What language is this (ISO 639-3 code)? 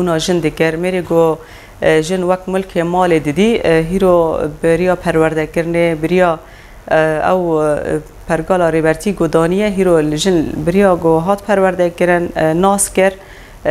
kur